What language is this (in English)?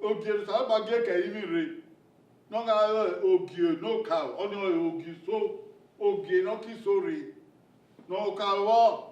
Bini